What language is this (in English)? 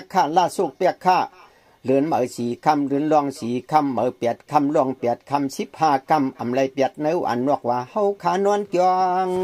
Shan